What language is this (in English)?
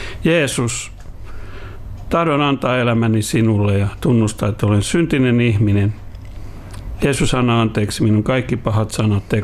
Finnish